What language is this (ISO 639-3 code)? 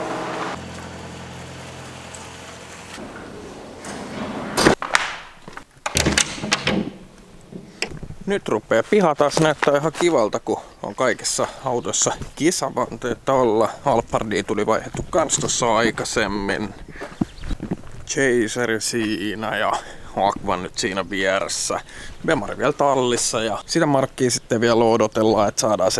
fin